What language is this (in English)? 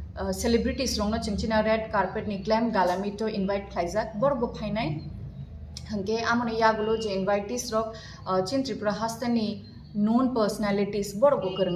Kok Borok